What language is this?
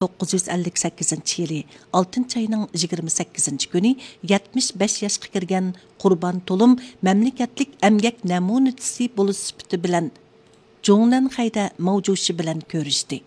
Uyghur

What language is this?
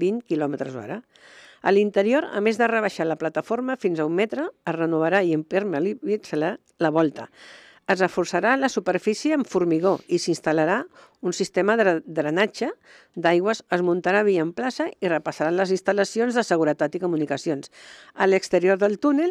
Catalan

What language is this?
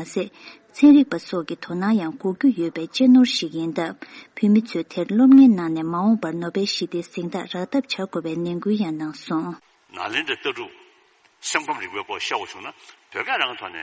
Tibetan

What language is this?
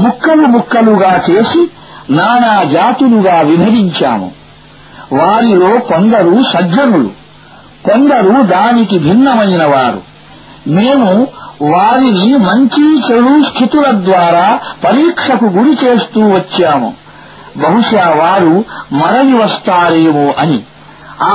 Telugu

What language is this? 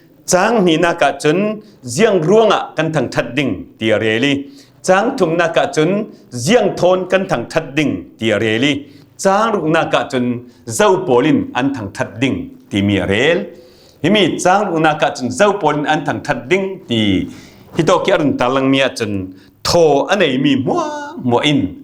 Falam Chin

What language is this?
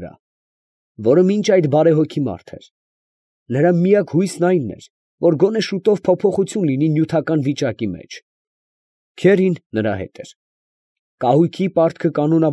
Armenian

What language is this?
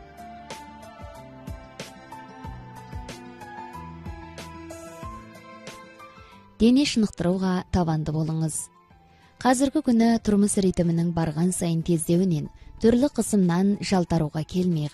Kazakh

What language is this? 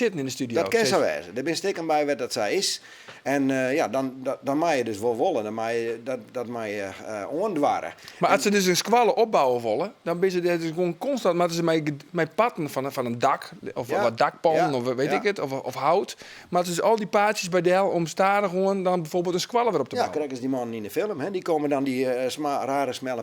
Western Frisian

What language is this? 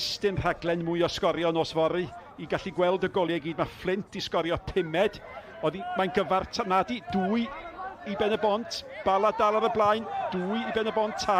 Welsh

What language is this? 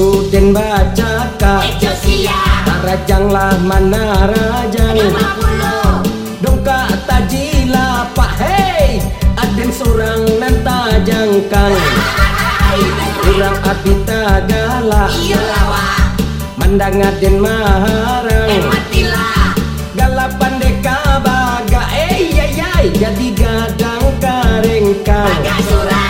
Minangkabau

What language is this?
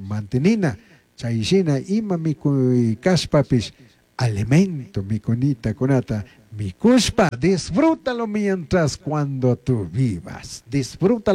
Chimborazo Highland Quichua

